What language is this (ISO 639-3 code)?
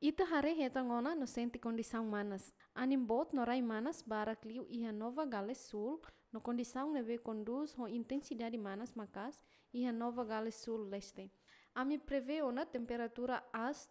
tet